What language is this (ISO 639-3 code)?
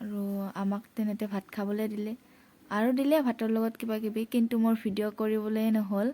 asm